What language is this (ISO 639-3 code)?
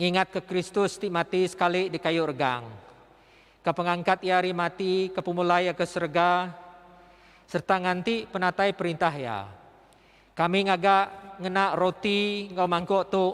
iba